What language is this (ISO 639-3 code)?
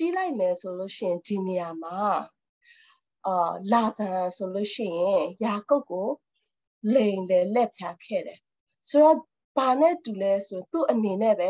mya